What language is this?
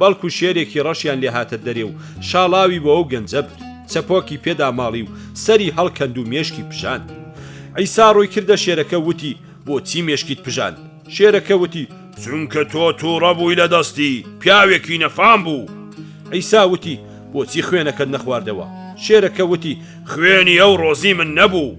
Central Kurdish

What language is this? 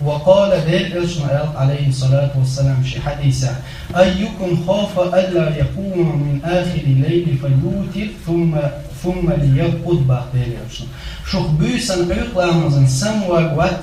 Chechen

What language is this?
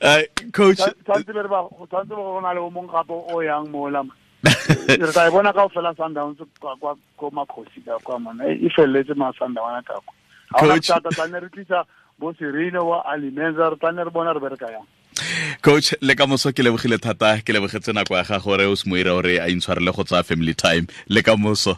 Tswana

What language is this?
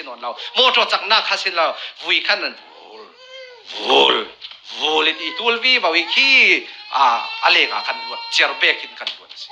Falam Chin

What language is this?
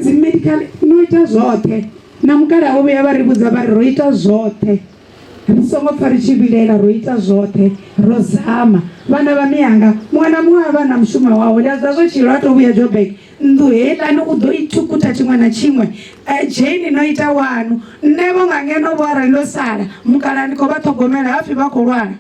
Venda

